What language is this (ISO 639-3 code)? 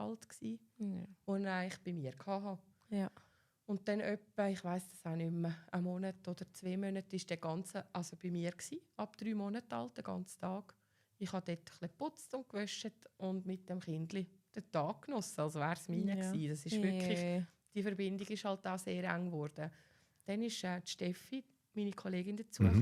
gsw